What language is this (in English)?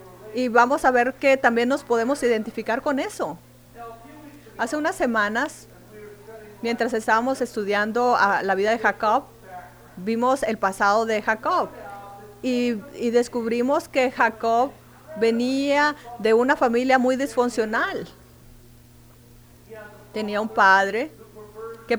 Spanish